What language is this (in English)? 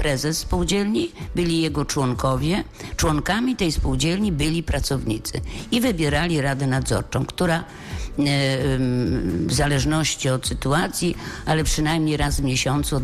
Polish